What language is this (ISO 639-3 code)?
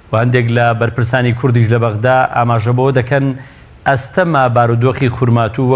ckb